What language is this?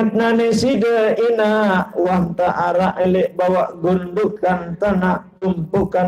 Sasak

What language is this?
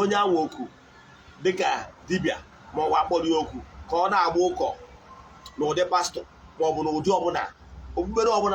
Igbo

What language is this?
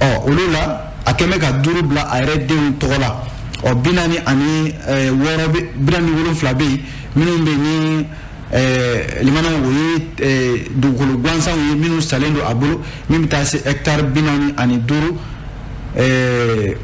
Bambara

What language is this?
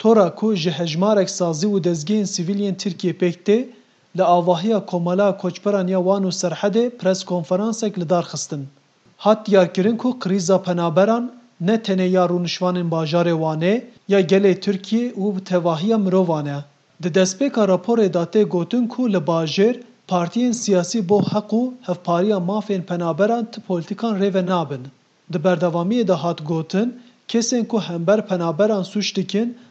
Kurdish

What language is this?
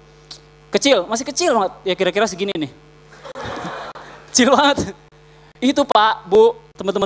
Indonesian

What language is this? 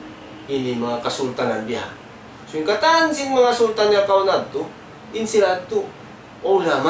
Tausug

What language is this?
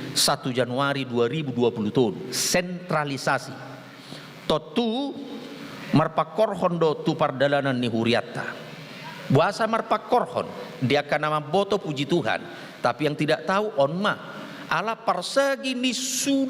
Batak Toba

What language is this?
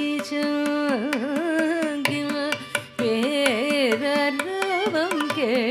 English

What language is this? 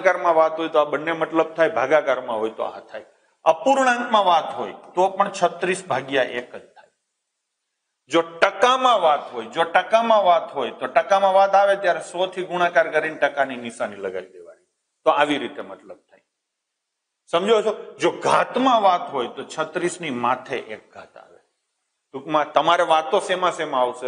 Gujarati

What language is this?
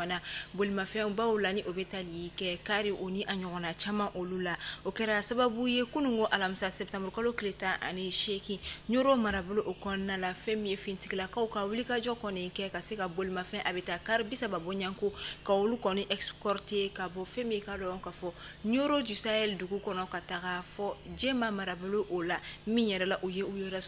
Bambara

